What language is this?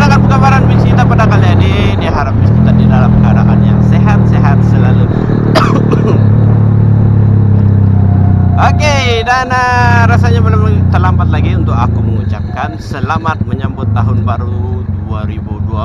Malay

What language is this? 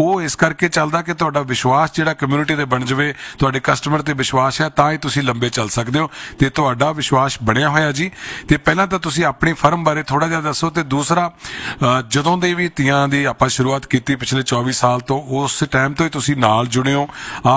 Punjabi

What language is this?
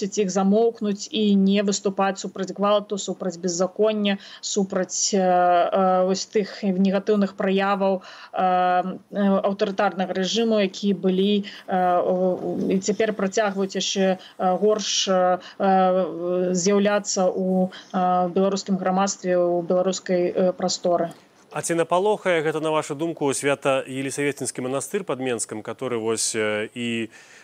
Belarusian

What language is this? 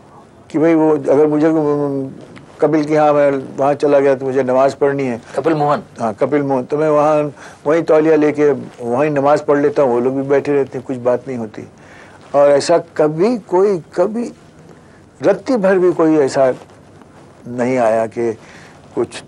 Hindi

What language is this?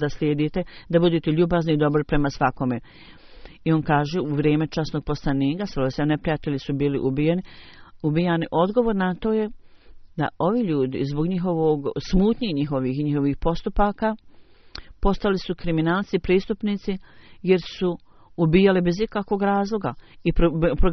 Bosnian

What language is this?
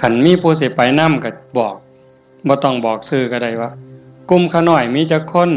Northeastern Thai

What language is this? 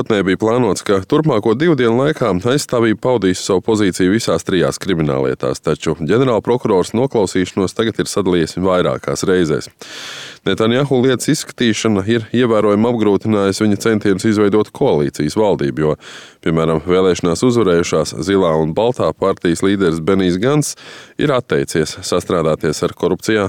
Latvian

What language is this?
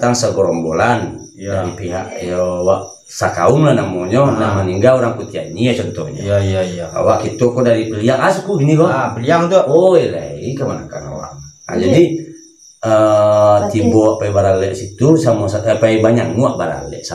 Minangkabau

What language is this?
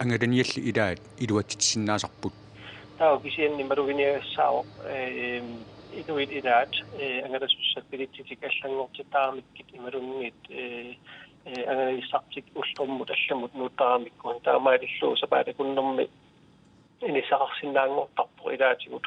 Kalaallisut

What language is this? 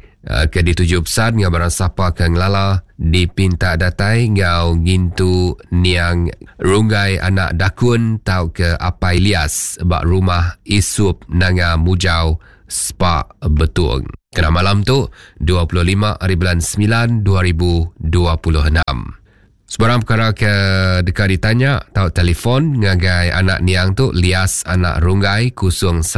Iban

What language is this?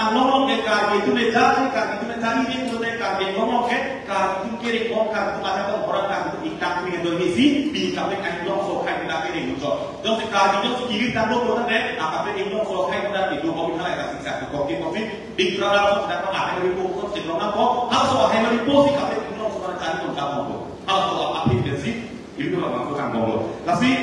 Karbi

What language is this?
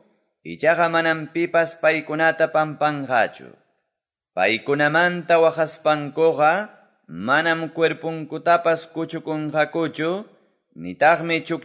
Quechua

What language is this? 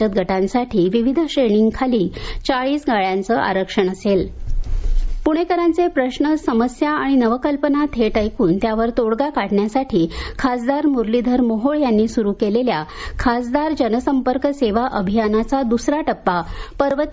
Marathi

